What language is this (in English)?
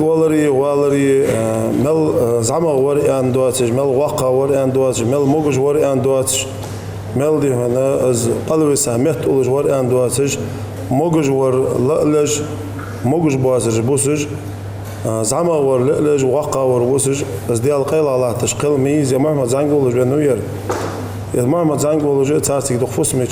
Ingush